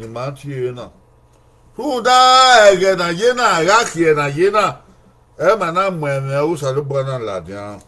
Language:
Bini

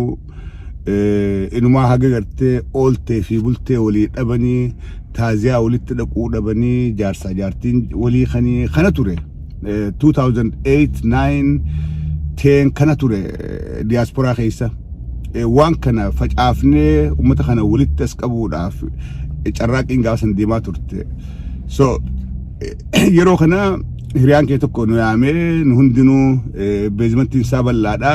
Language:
Oromo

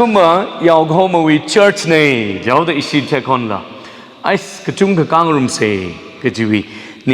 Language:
Tangkhul Naga (India)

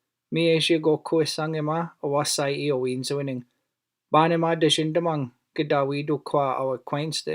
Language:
Chippewa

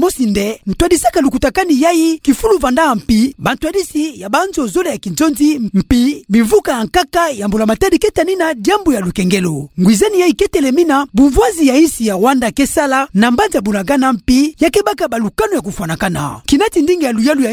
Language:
Kituba (Democratic Republic of Congo)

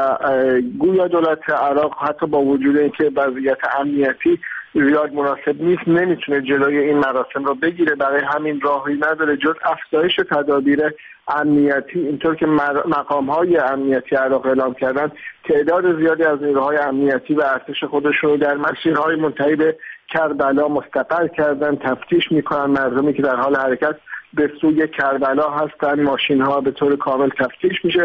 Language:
Persian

